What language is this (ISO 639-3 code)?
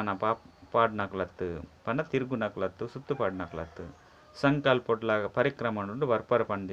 tcy